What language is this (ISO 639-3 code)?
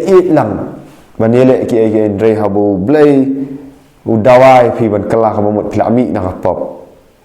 kha